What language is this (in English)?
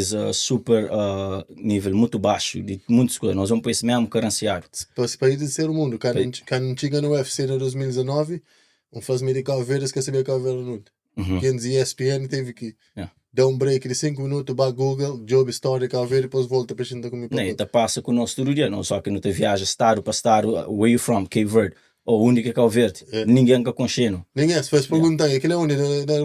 Kabuverdianu